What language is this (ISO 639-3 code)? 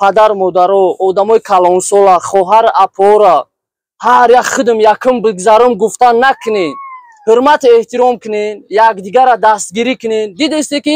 tgk